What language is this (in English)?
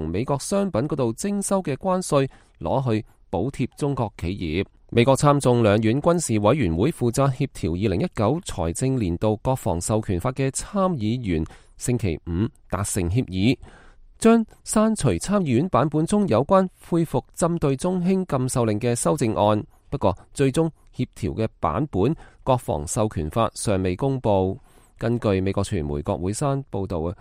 Cantonese